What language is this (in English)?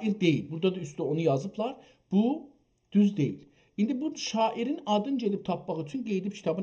South Azerbaijani